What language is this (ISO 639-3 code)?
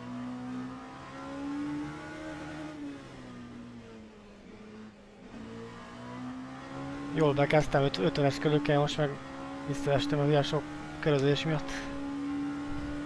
hun